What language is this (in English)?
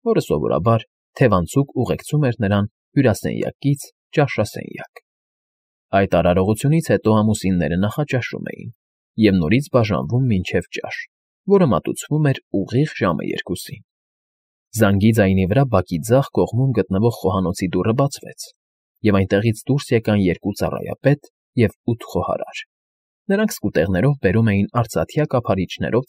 Armenian